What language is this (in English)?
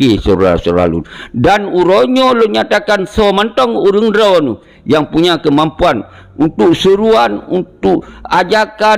Achinese